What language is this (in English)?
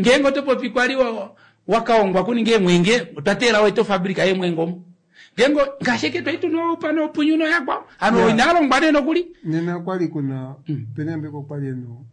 Kuanyama